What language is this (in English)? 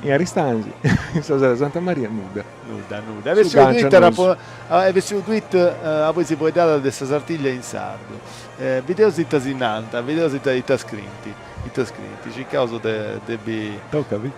Sardinian